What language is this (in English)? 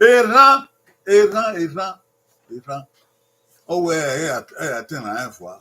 Bini